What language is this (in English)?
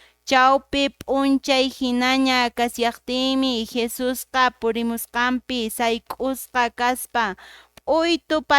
Quechua